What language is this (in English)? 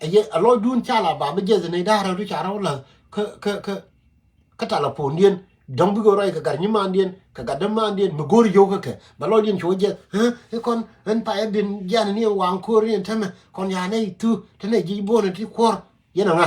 Nuer